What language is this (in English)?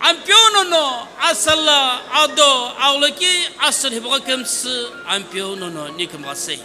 Sumi Naga